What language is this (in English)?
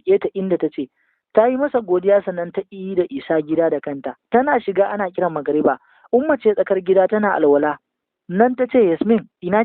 Hausa